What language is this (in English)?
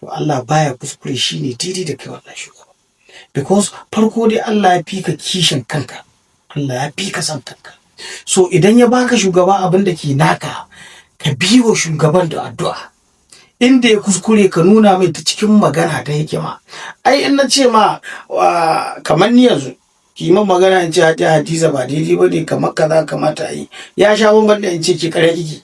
Hausa